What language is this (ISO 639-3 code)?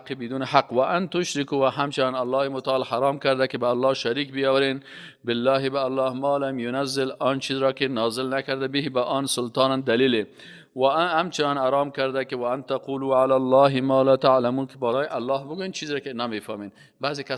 fas